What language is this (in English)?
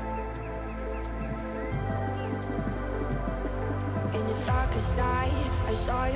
Russian